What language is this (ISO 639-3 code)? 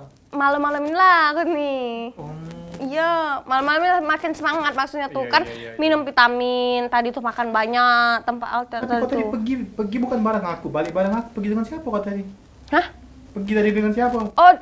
mui